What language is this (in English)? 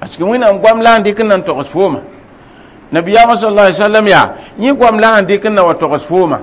Mossi